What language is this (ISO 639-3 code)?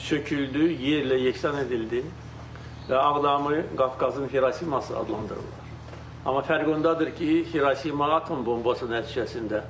aze